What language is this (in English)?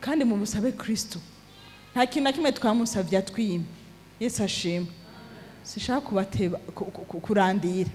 Rundi